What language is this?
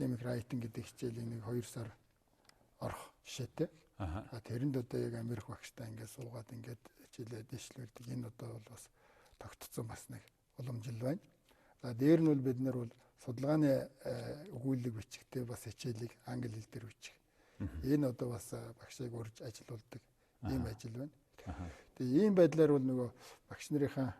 Mongolian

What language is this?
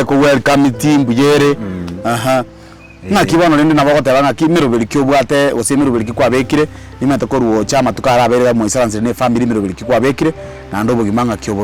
Gusii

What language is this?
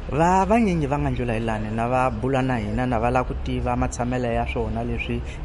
Tsonga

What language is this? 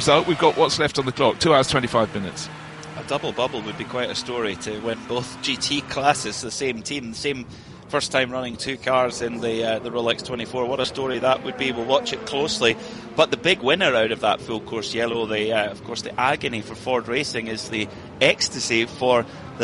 English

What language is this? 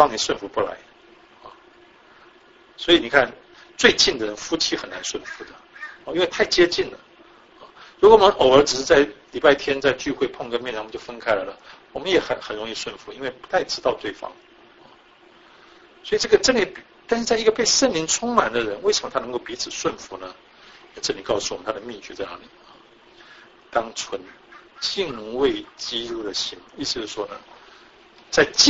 Chinese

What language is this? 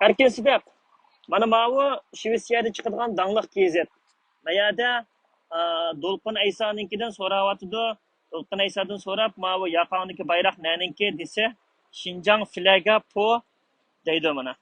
Uyghur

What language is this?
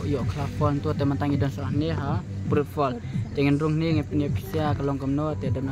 Khasi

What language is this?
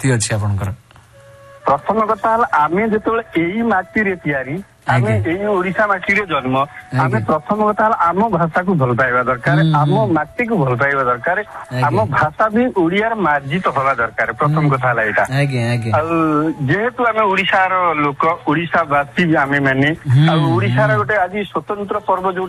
Odia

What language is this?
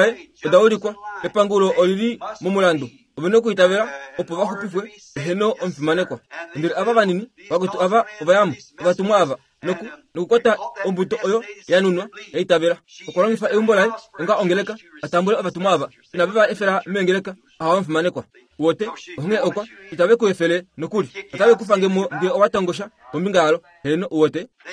Kuanyama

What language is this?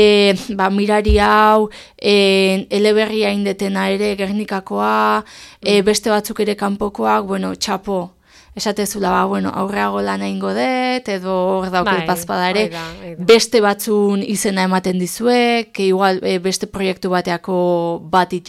Basque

